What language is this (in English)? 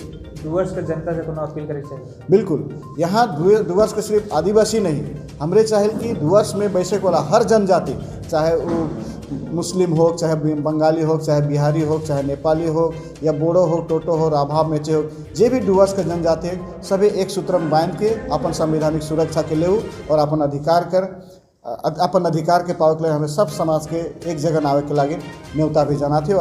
Sadri